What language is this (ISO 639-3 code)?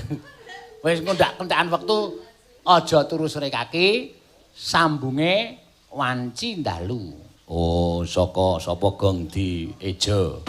jav